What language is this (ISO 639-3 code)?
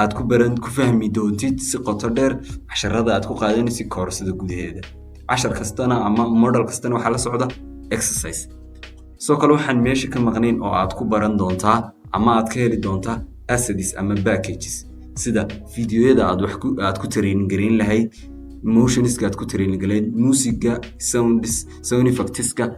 som